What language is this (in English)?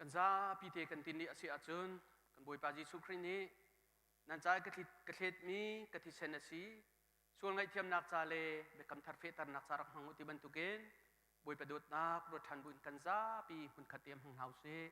Hakha Chin